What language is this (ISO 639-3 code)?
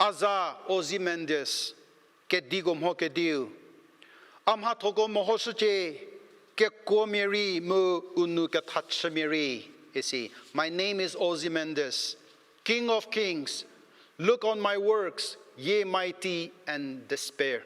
njm